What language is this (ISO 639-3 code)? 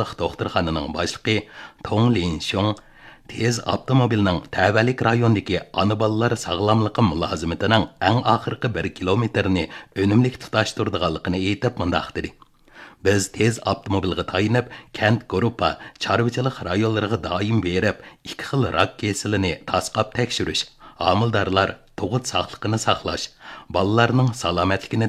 uig